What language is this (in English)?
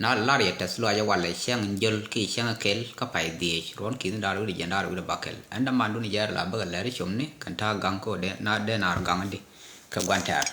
Nuer